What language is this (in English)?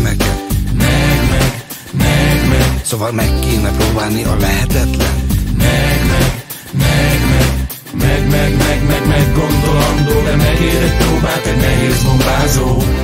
Hungarian